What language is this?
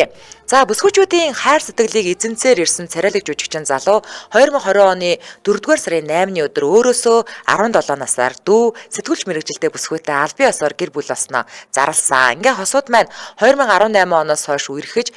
Mongolian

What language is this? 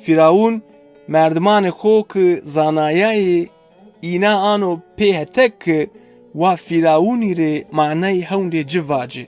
Zaza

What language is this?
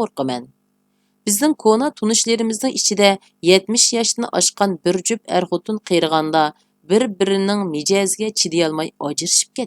Uyghur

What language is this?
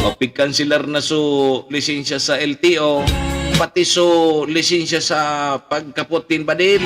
Bikol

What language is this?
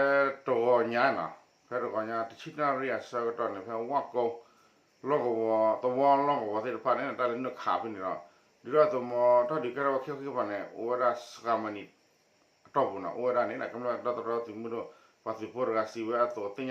S'gaw Karen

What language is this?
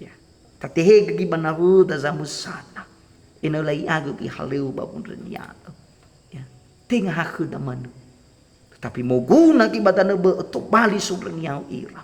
Nias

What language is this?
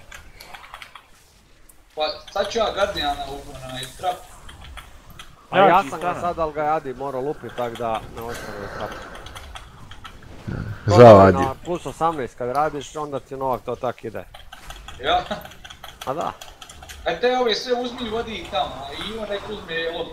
Croatian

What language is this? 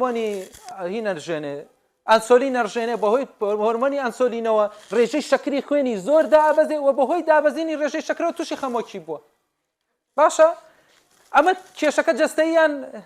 Central Kurdish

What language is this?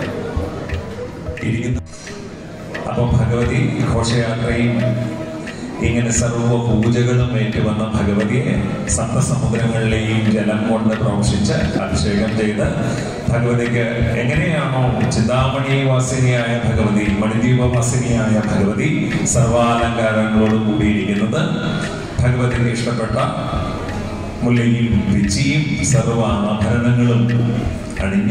Malayalam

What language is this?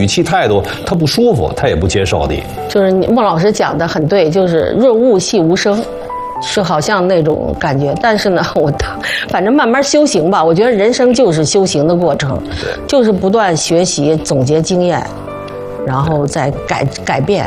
Chinese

